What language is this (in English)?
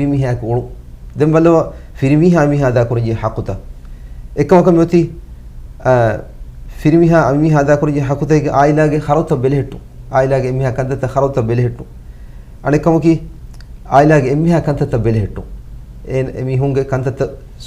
Divehi